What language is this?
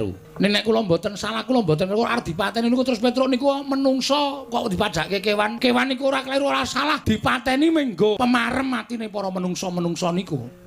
Javanese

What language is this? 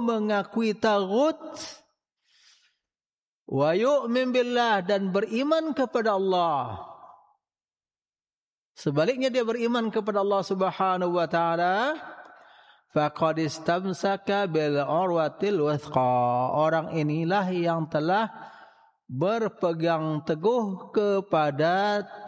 Indonesian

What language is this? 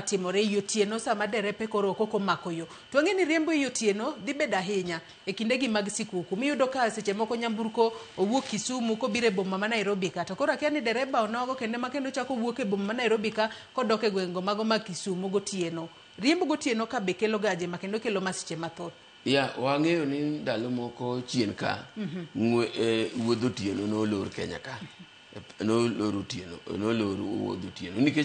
Luo (Kenya and Tanzania)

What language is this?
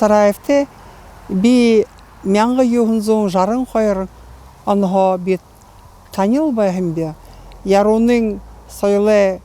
Buriat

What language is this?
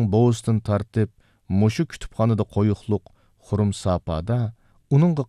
Uyghur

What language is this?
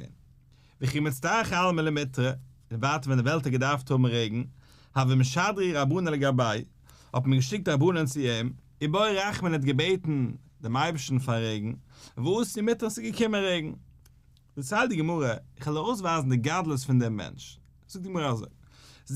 Yiddish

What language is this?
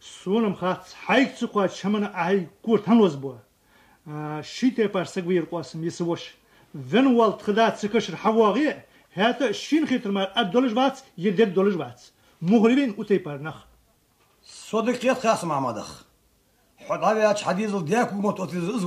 Ingush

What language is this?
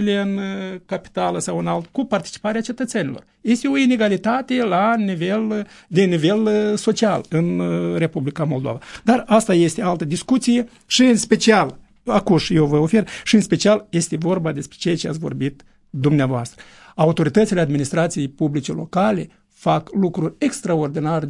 Romanian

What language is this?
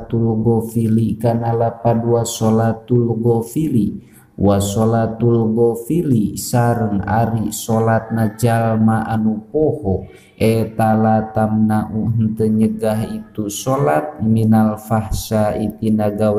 Sundanese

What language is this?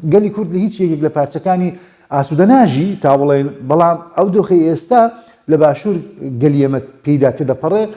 Central Kurdish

